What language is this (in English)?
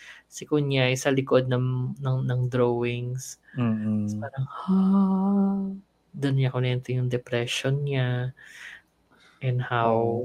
Filipino